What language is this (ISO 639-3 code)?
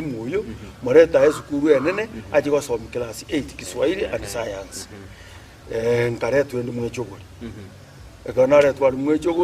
guz